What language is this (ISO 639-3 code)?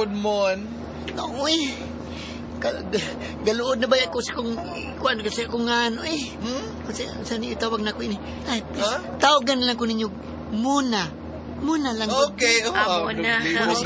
ceb